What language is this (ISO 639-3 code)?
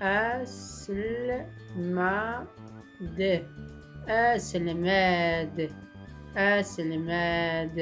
shi